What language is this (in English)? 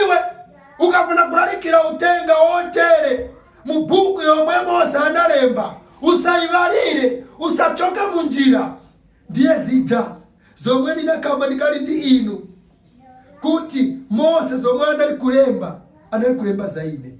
Nyanja